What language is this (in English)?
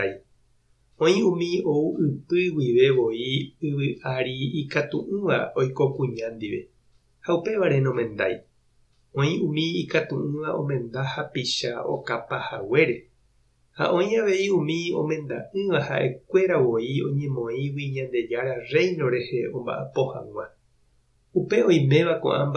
Guarani